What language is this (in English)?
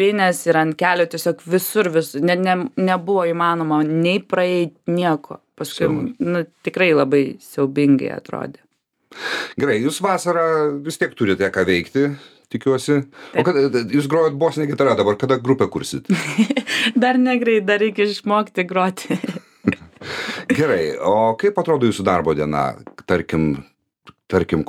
Lithuanian